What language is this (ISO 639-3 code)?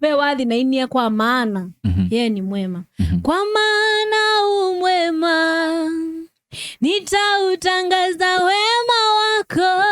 kam